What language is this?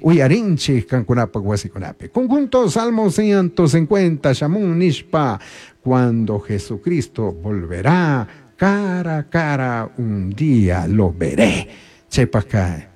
Chimborazo Highland Quichua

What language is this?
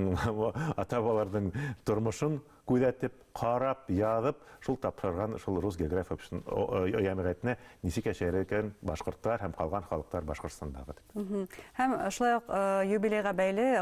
Bashkir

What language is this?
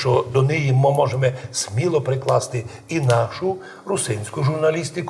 Rusyn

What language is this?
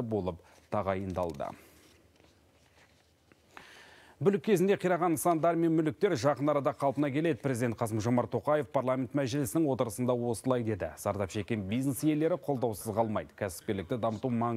Kazakh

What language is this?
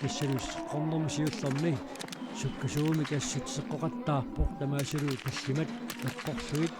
Kalaallisut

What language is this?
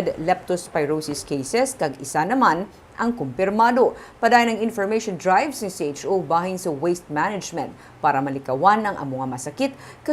Hiligaynon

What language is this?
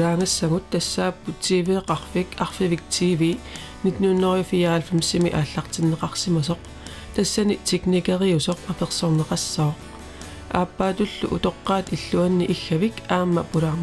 Kalaallisut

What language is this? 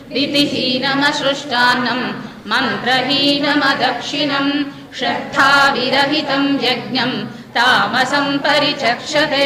Sanskrit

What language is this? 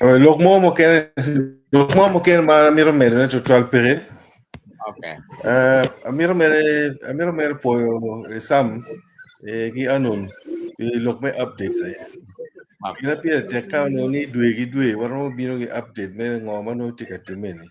Acoli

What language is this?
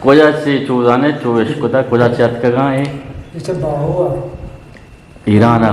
Eastern Balochi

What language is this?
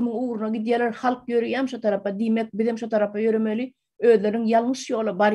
Turkmen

